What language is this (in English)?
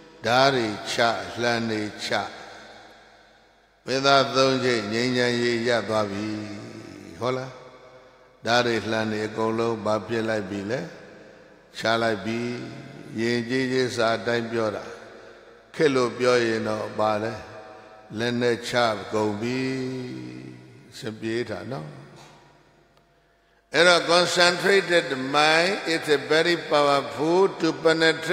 Burmese